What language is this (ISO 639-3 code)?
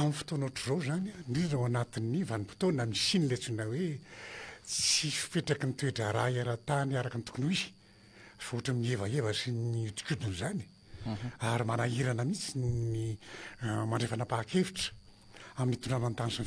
mlg